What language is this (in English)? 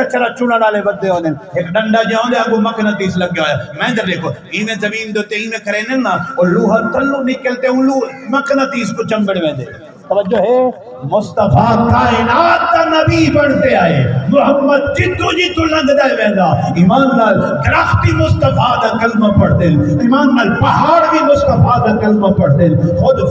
Saraiki